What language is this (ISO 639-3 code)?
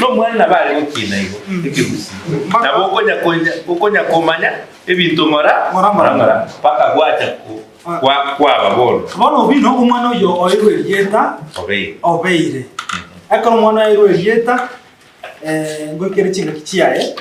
guz